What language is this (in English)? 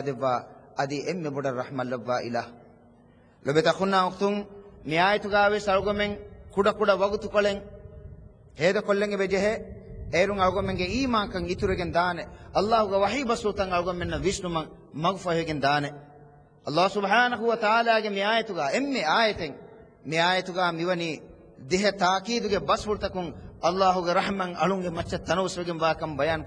Divehi